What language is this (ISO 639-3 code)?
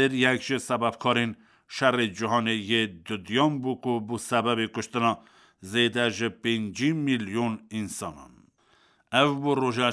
kur